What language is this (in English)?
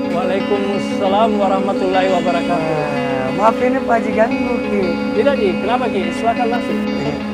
Makassar Malay